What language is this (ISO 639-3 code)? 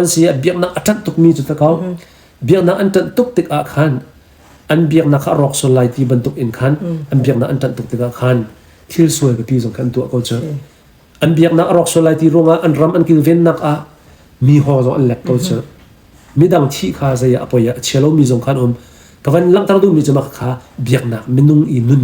cnh